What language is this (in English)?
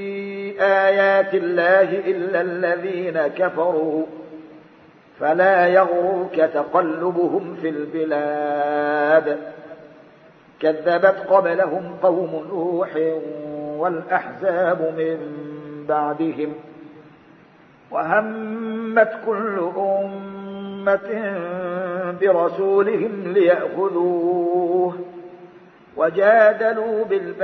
Arabic